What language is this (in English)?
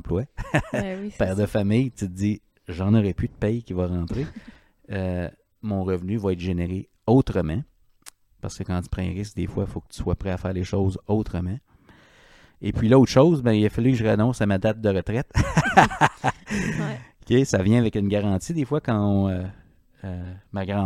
French